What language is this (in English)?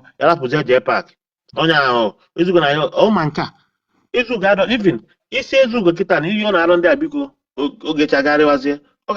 Igbo